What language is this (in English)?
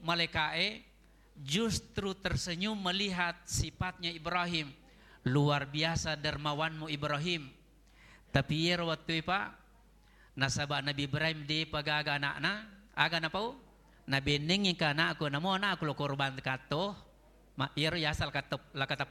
Buginese